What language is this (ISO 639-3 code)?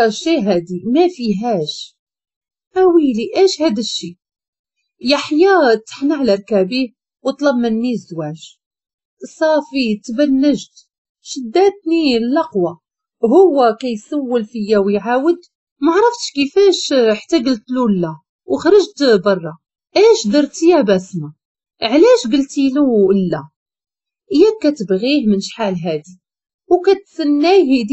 ary